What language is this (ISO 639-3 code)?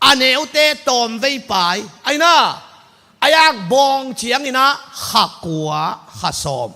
ctd